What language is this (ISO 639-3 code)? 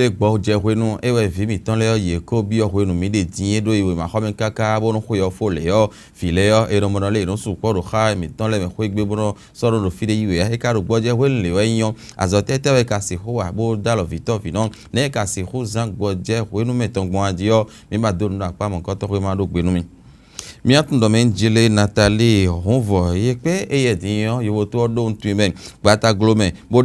fon